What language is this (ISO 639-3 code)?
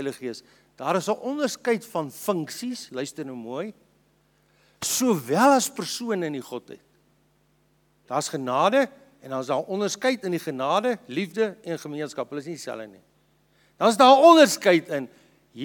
afr